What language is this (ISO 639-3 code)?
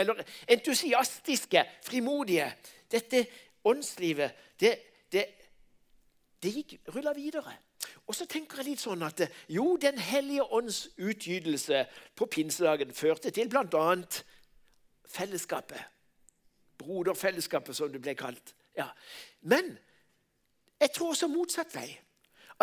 nor